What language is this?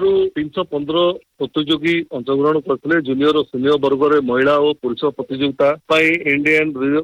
Odia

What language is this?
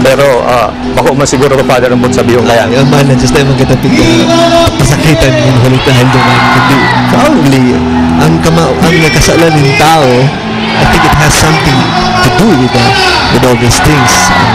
Bikol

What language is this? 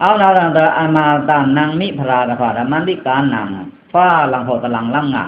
Pa'o Karen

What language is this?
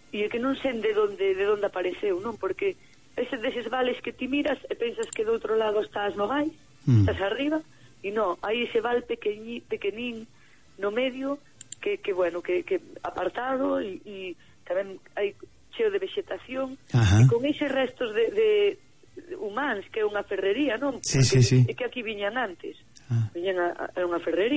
Galician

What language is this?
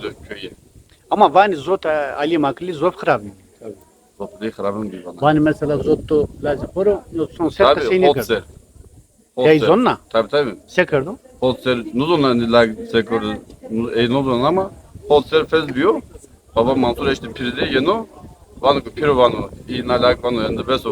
Zaza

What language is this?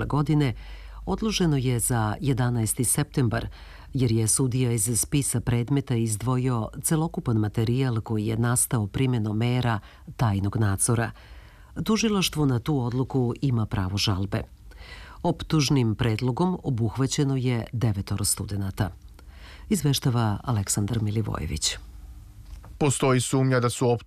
Serbian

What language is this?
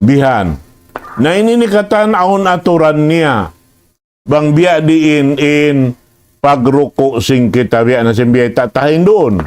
Tausug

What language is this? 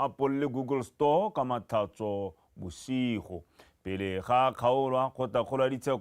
Tswana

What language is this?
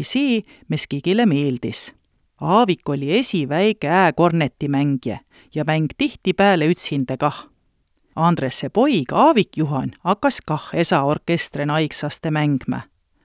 Estonian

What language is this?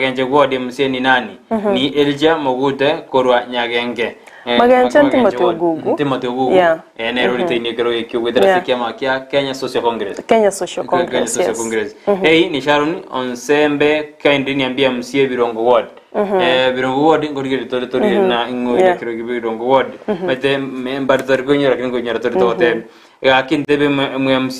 Gusii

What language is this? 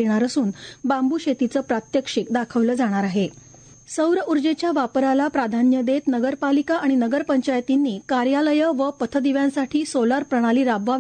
Marathi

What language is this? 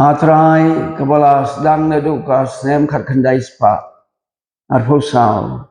Khasi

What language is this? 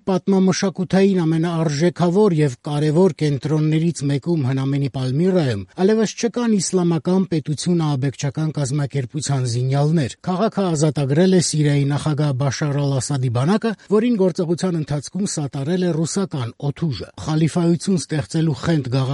Armenian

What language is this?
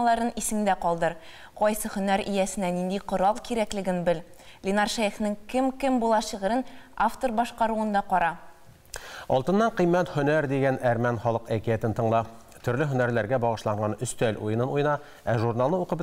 Tatar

